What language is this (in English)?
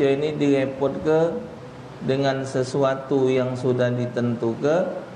Musi